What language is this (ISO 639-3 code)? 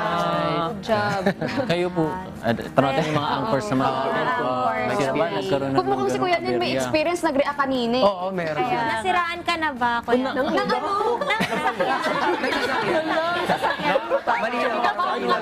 fil